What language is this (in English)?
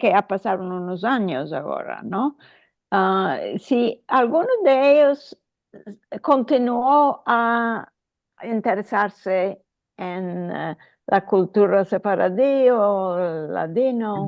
Ladino